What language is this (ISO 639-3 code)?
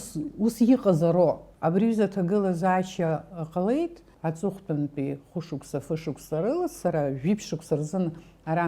abk